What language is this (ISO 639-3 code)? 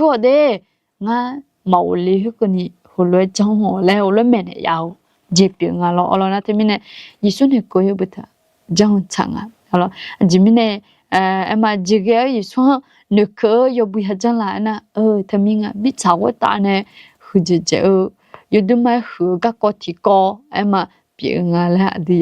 ahk